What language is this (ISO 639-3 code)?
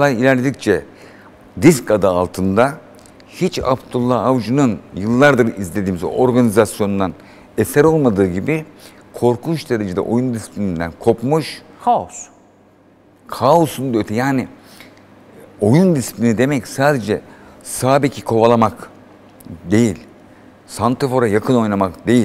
tur